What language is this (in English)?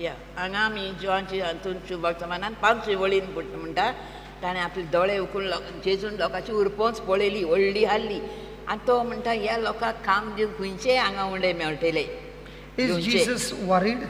Konkani